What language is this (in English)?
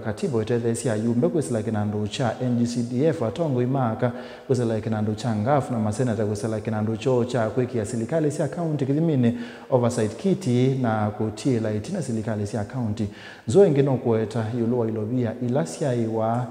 Kamba